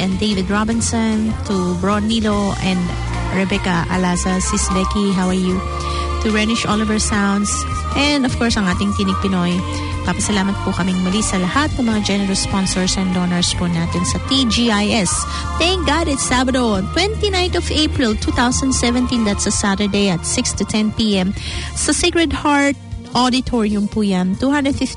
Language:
Filipino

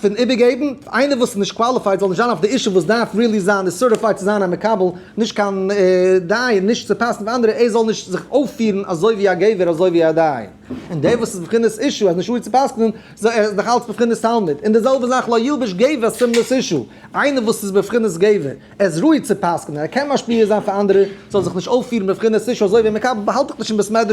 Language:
Yiddish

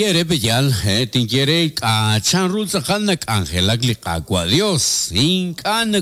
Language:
Kekchí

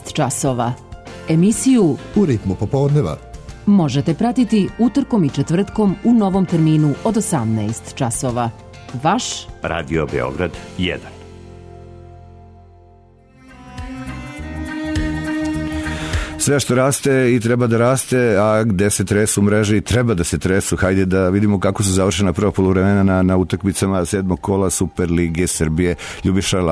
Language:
Serbian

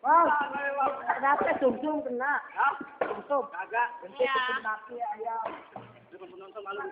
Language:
Betawi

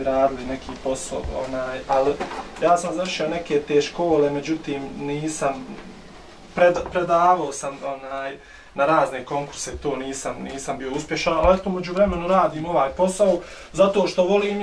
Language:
Bosnian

